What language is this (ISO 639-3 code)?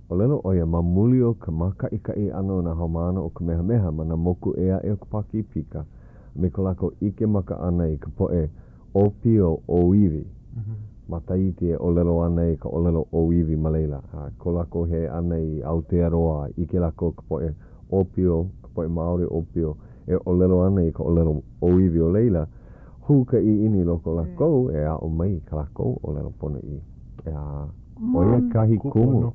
haw